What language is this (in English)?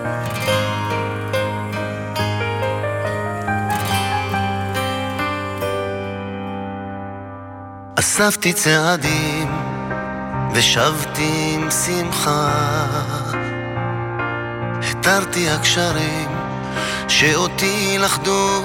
Hebrew